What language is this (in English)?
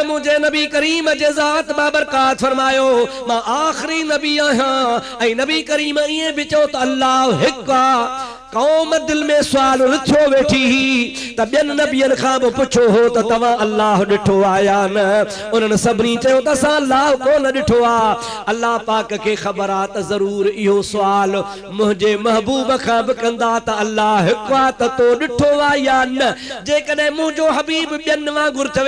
Sindhi